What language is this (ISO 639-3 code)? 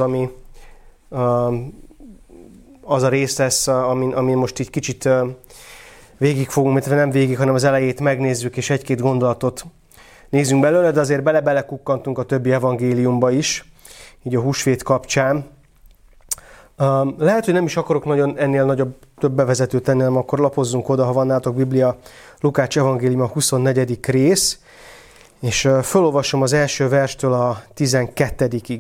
hun